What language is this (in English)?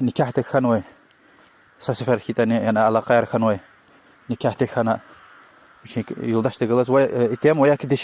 Lezghian